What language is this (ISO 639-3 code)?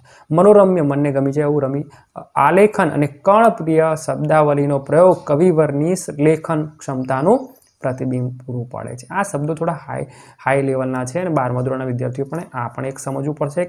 guj